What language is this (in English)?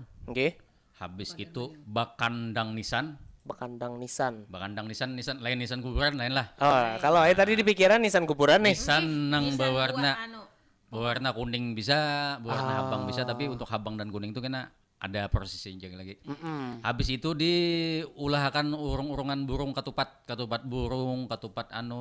Banjar